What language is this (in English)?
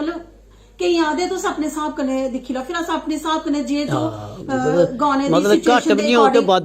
Dogri